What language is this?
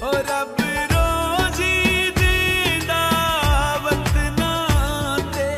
Pahari-Potwari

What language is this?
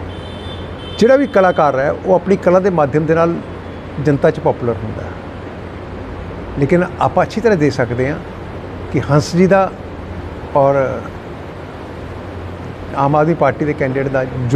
Punjabi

